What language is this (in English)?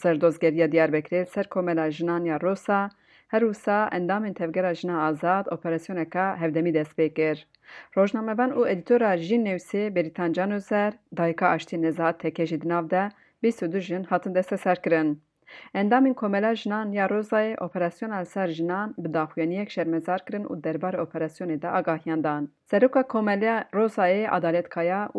Kurdish